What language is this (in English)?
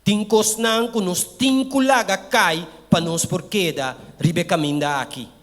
Papiamento